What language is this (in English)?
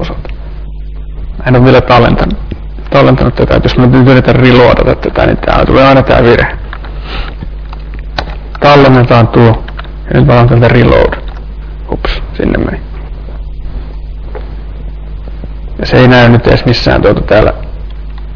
Finnish